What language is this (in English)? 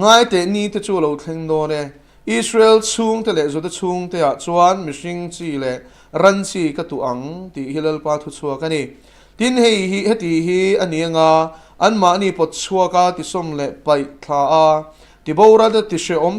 Mizo